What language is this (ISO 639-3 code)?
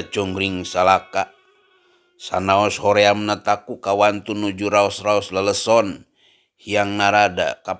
sun